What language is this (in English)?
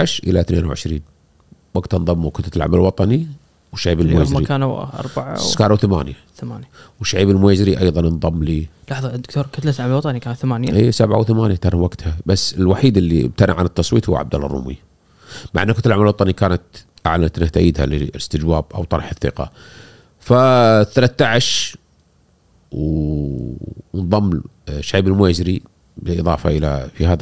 Gulf Arabic